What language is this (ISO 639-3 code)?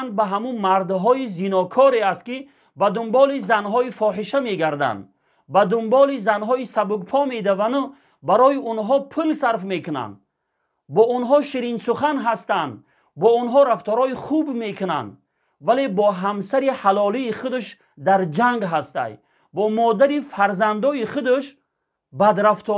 tgk